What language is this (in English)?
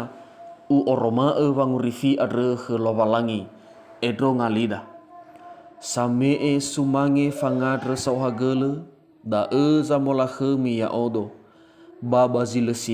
Nias